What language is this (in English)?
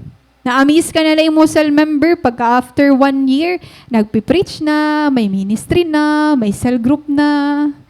Waray